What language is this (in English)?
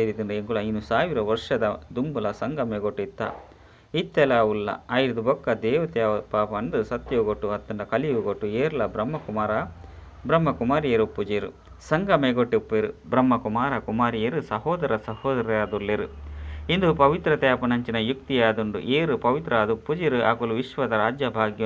Tulu